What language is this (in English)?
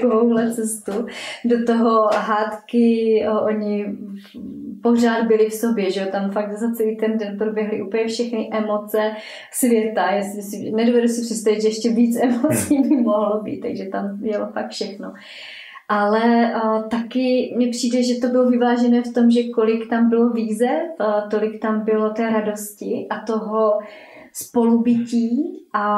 Czech